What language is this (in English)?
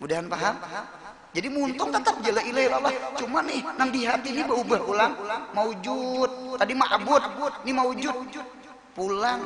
Banjar